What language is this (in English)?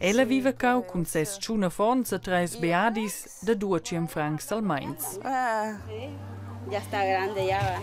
Romansh